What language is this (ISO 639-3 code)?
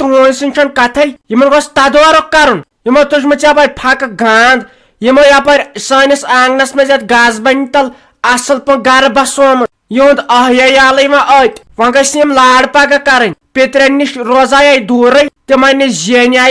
kas